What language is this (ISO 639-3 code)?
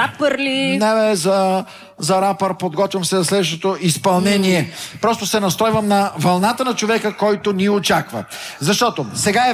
bul